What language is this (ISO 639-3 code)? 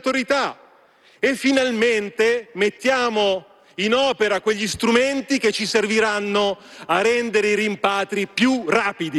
ita